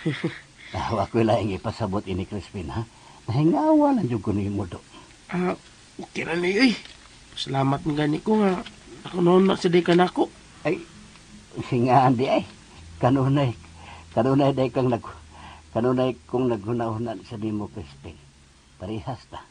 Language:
Cebuano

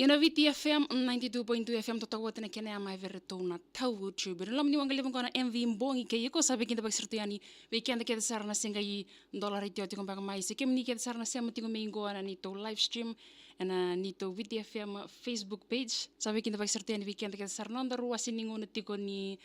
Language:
Fijian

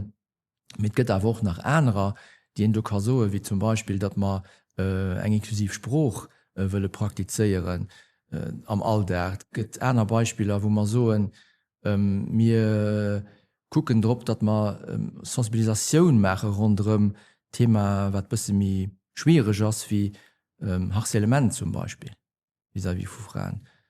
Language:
Luxembourgish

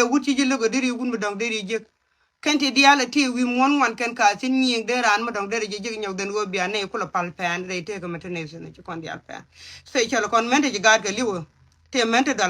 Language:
Nuer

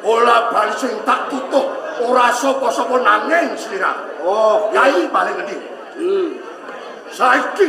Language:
Javanese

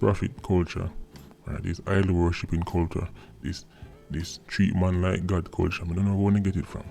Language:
Jamaican Creole English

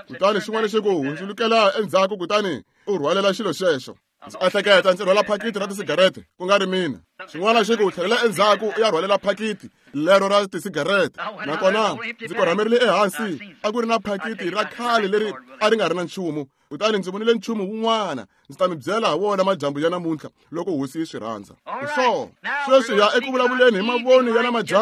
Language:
Tsonga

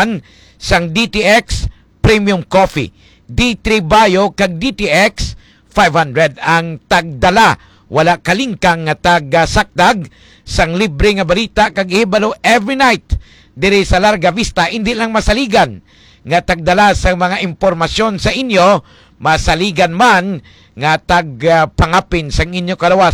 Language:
Hiligaynon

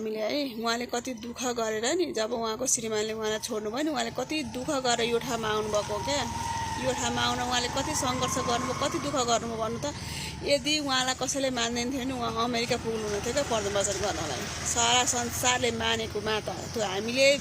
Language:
Nepali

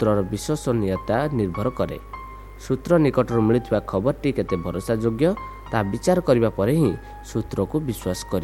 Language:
Odia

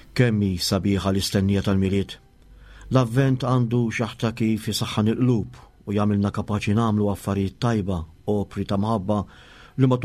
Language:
Maltese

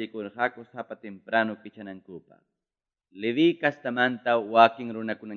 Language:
Ayacucho Quechua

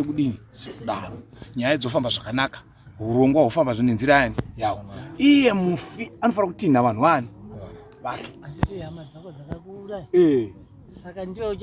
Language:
Shona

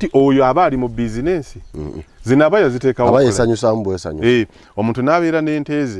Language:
Ganda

